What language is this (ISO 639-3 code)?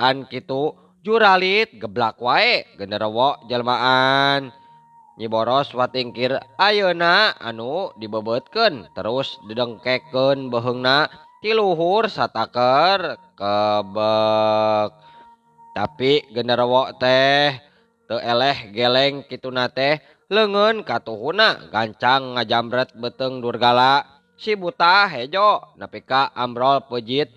sun